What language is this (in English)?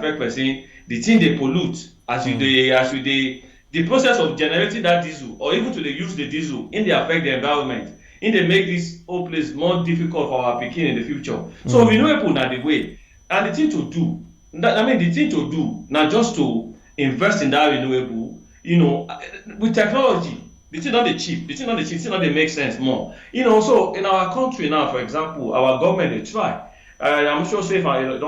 Nigerian Pidgin